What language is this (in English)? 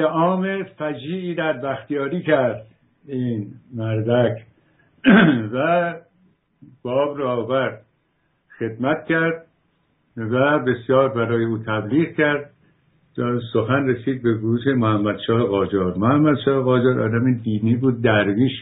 Persian